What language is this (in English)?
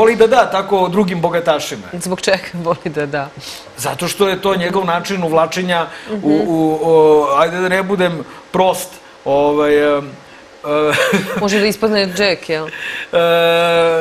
Serbian